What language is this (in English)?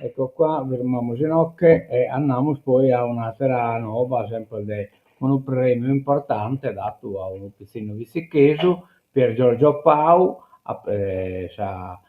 Sardinian